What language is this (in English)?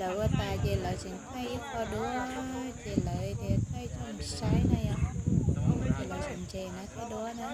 Hmong